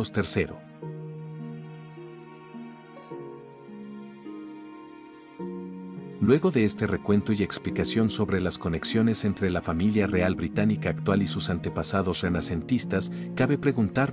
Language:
Spanish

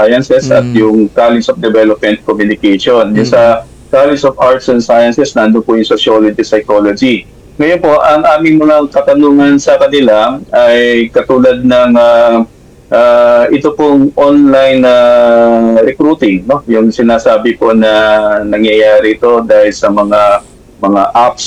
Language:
Filipino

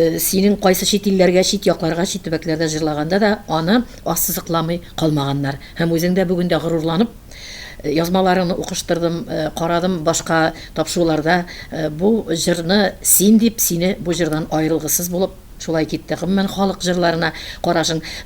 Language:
Tatar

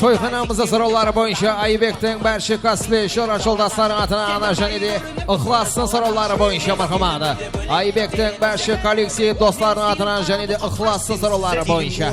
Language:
Kara-Kalpak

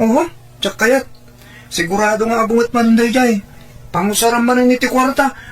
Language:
Iloko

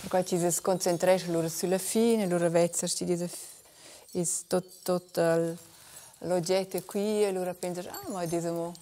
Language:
Romansh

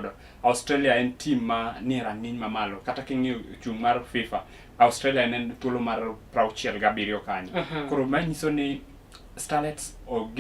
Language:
Luo (Kenya and Tanzania)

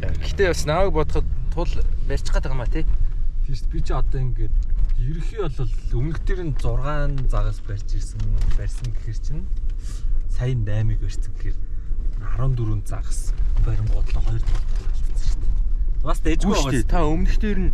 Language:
Mongolian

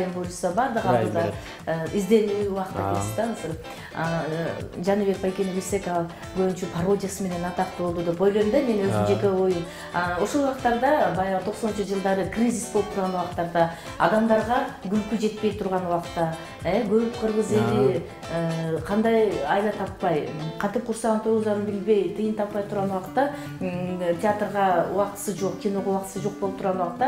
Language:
Kyrgyz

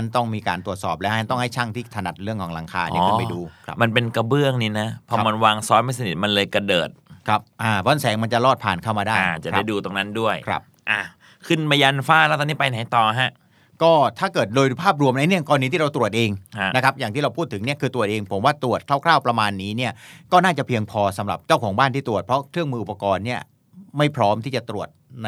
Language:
Thai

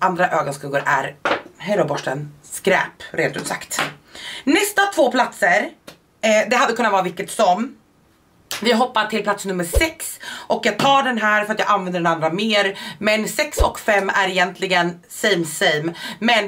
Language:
Swedish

